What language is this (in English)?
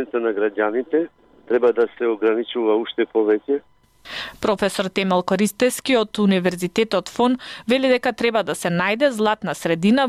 Macedonian